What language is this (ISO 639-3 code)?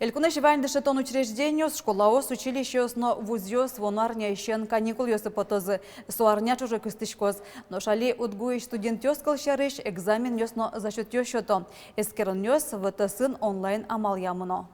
udm